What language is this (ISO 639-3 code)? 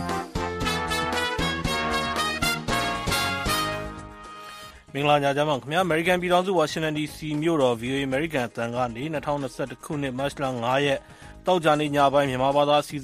mya